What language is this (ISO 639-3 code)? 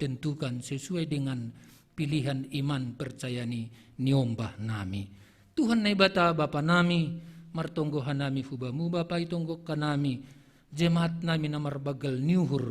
bts